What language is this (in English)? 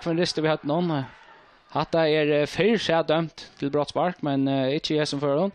Faroese